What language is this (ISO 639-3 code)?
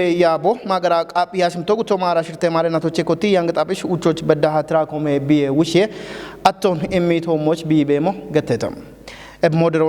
kbr